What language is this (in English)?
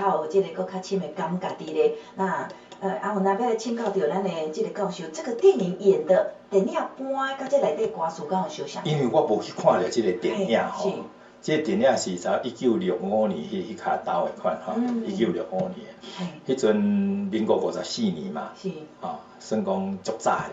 Min Nan Chinese